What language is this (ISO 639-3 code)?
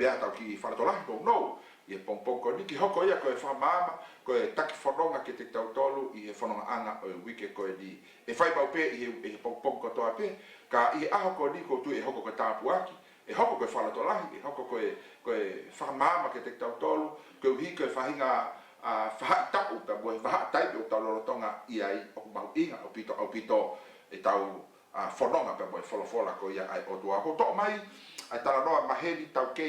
ton